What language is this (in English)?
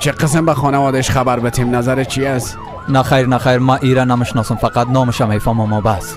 Persian